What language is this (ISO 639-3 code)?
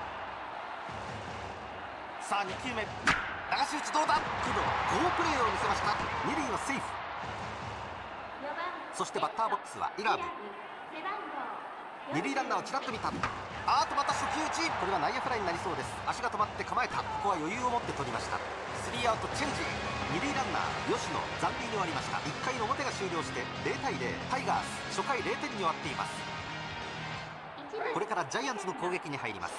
jpn